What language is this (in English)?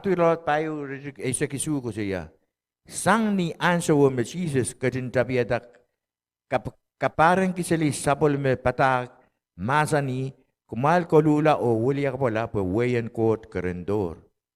Pohnpeian